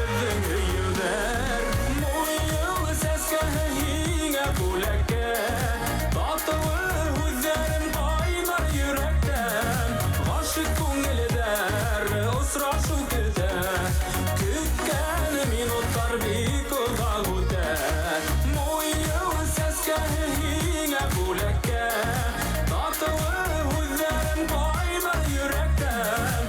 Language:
Bashkir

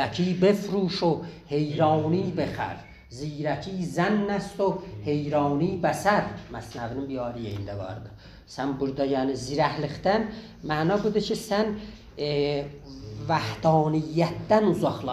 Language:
South Azerbaijani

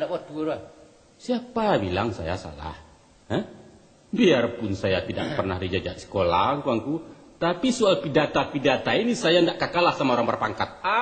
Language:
Minangkabau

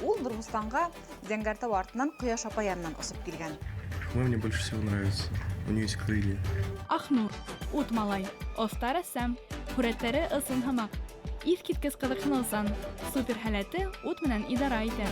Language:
Bashkir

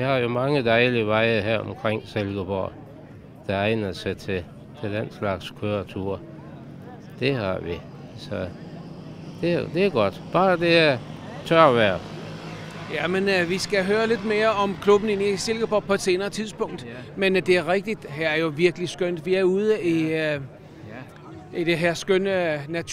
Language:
Danish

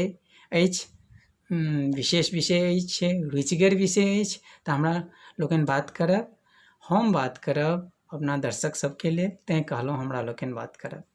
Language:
Maithili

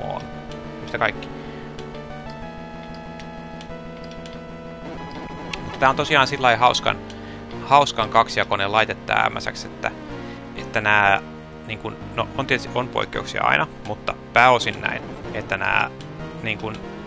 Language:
Finnish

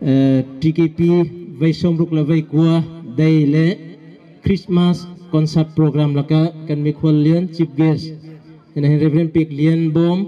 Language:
Bawm Chin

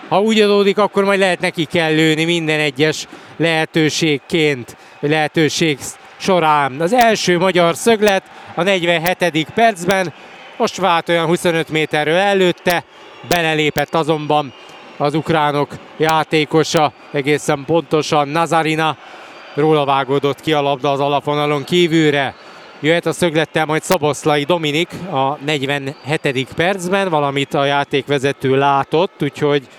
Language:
Hungarian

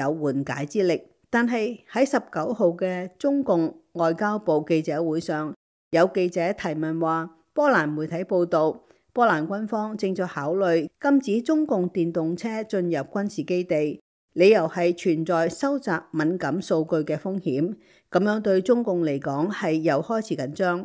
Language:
Cantonese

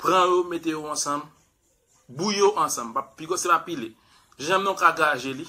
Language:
Haitian Creole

